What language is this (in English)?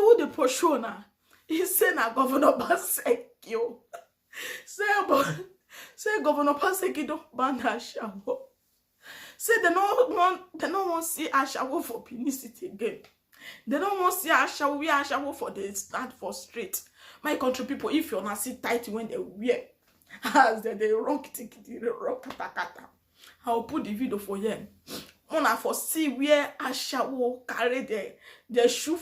Nigerian Pidgin